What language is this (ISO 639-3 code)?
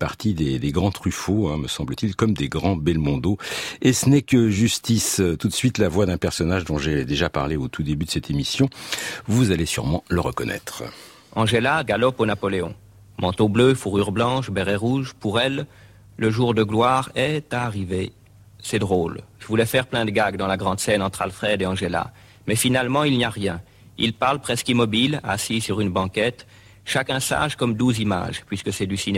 fra